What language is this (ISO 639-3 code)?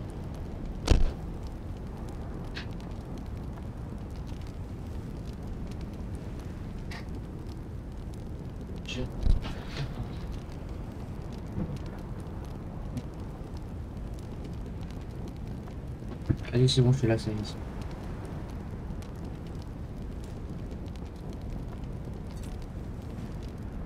fra